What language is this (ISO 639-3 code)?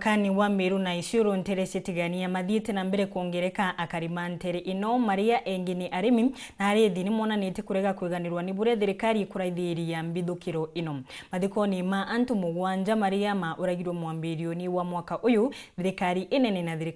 mer